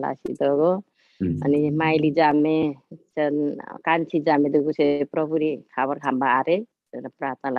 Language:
Eastern Tamang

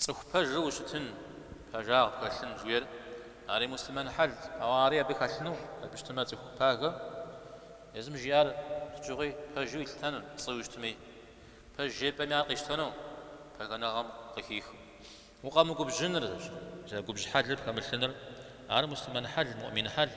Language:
Kabardian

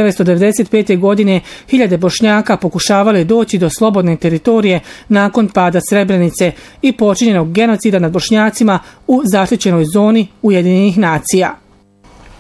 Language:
Bosnian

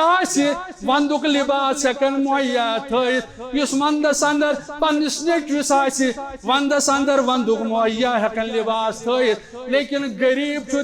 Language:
Kashmiri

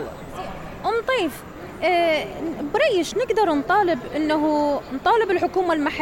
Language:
Mesopotamian Arabic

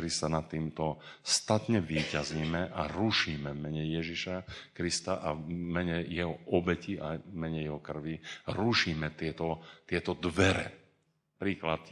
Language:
Slovak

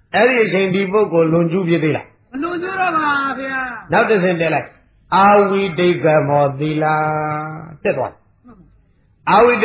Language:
Burmese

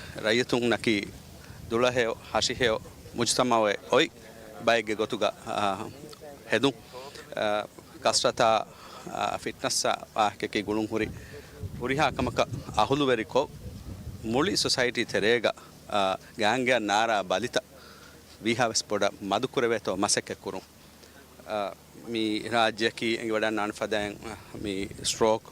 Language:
Divehi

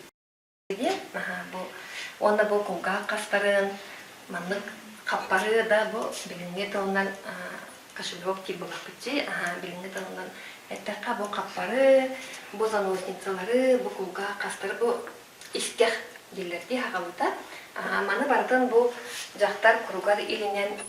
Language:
Yakut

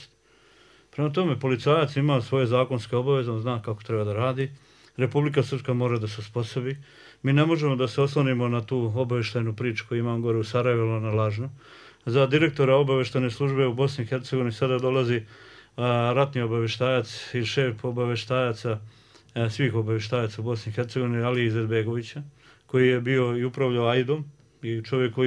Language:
Bosnian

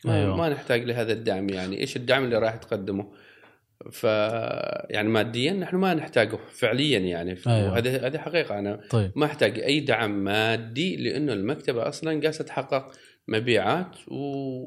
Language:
Gulf Arabic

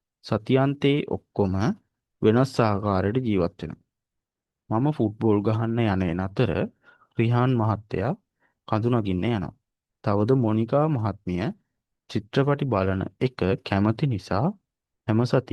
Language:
Sinhala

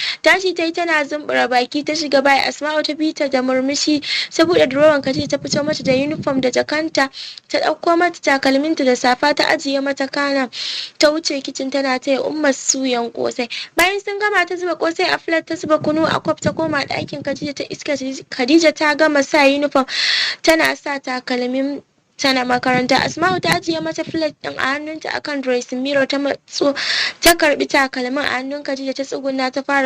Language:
Hausa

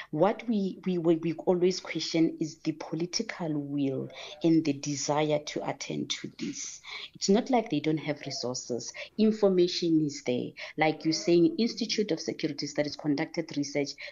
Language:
English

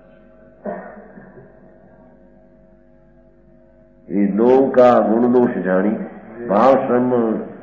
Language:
Gujarati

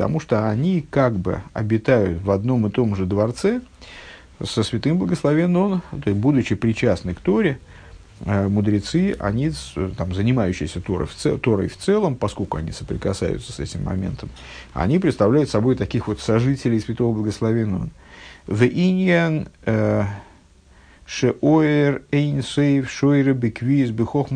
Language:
Russian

